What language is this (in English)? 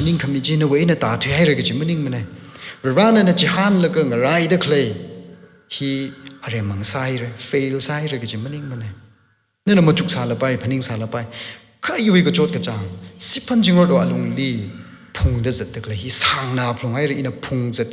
Tangkhul Naga (India)